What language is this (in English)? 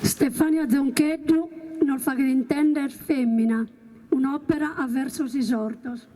Sardinian